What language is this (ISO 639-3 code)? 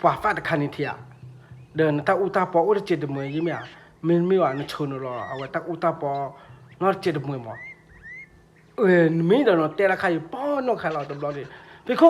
ksw